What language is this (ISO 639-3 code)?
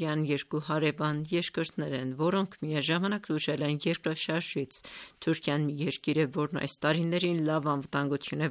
hye